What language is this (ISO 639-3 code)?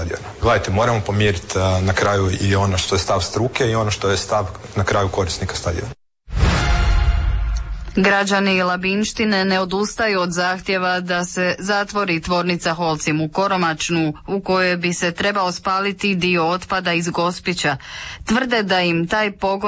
hrv